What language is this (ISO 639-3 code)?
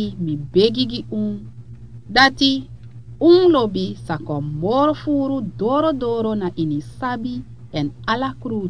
srn